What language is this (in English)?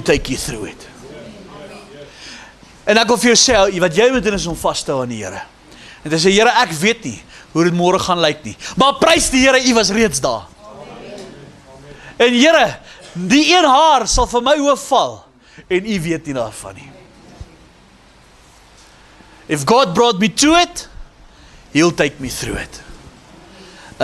Afrikaans